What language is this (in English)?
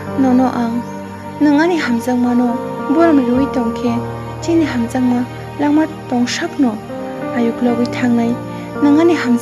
Kok Borok